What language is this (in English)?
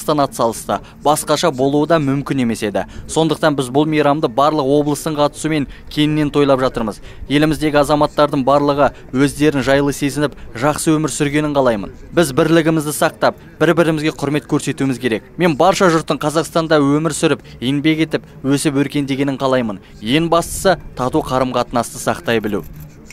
Kazakh